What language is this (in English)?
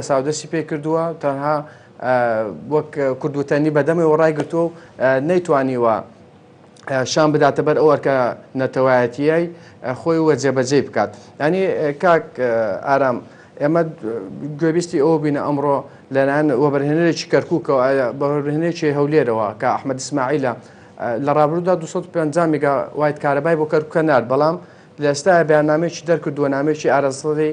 Central Kurdish